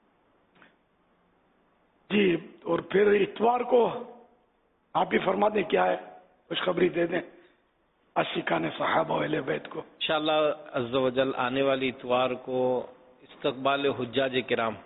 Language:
Urdu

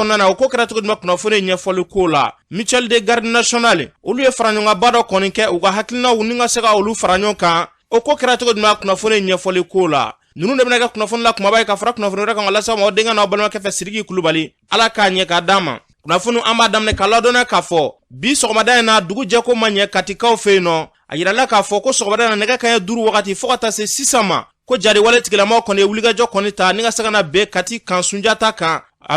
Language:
Bambara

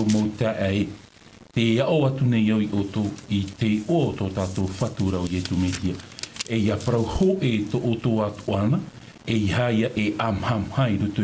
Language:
Tahitian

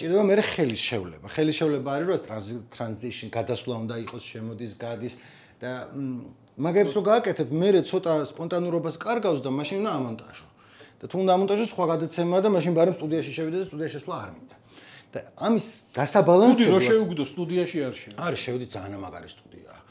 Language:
Georgian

